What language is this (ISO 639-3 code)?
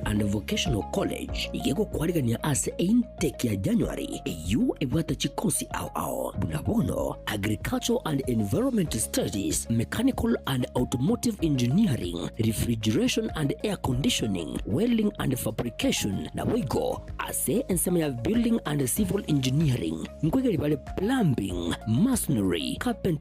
guz